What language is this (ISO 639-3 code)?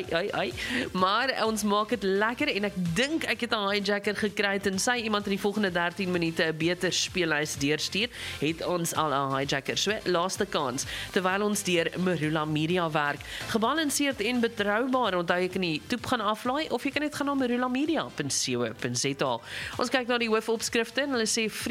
afr